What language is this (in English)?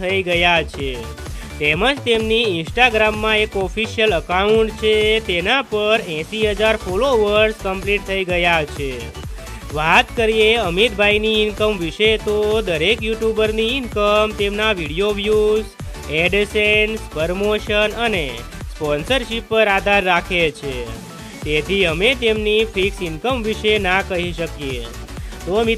Gujarati